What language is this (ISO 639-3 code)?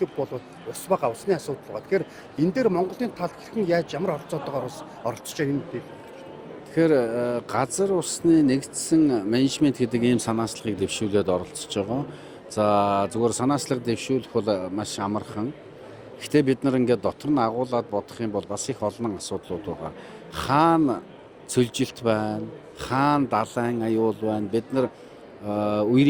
mon